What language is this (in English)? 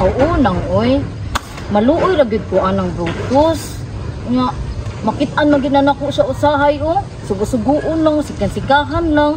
Cebuano